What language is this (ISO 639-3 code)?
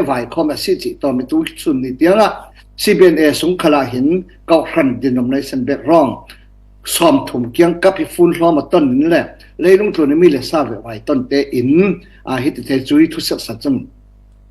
cfm